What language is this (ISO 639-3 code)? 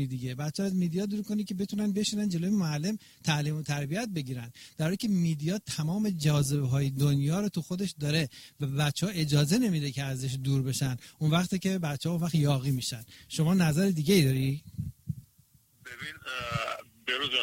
fas